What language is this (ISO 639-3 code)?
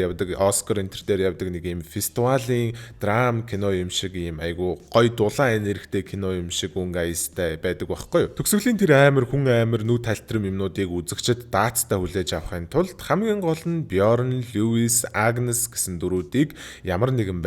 mon